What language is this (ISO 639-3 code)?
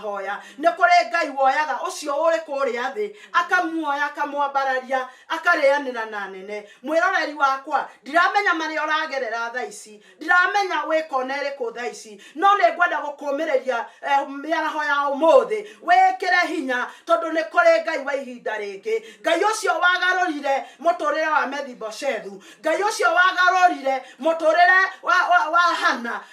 kik